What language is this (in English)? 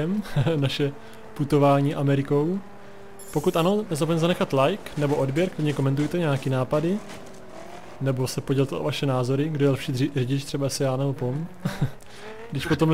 Czech